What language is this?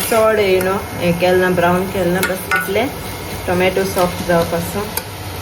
Konkani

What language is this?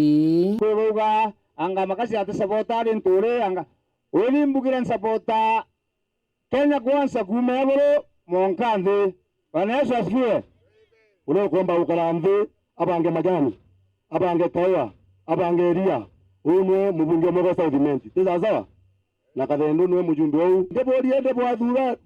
Meru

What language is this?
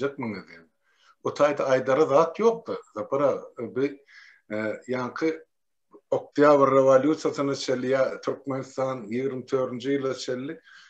Turkmen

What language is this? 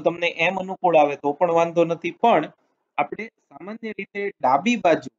Gujarati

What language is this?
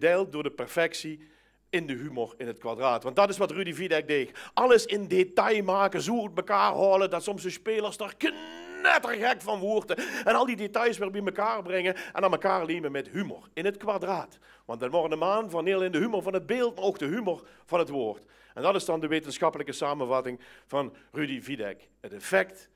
Limburgish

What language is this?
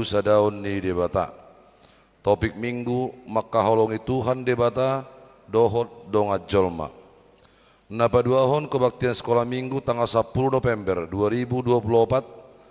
Batak Toba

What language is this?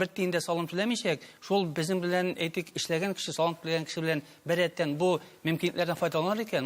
Tatar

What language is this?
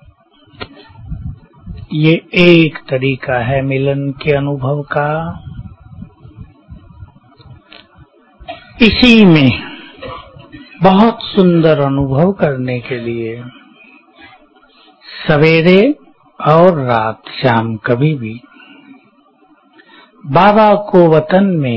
Hindi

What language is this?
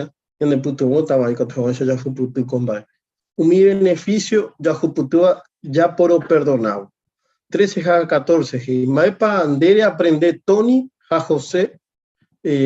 Guarani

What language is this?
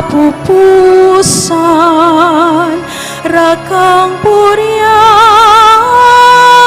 Pampanga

